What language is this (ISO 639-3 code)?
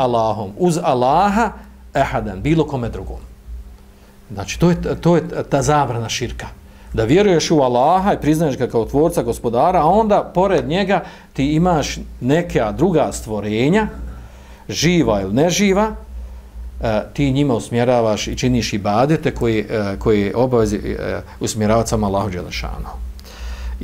bos